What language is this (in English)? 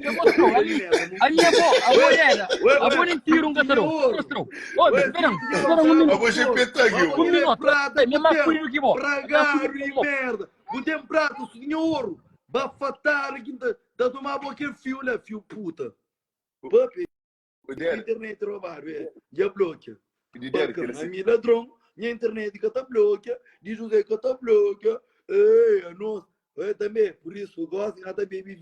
Kabuverdianu